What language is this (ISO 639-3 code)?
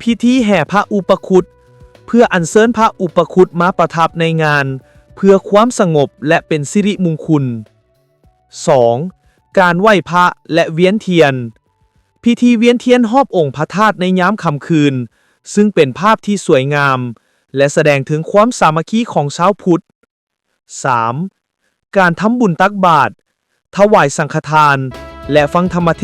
lao